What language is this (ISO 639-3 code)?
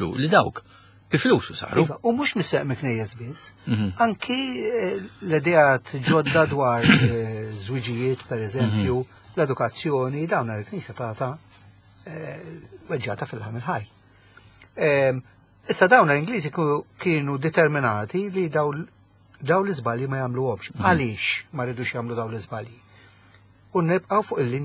mlt